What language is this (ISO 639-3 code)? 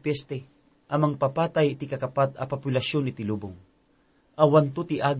ilo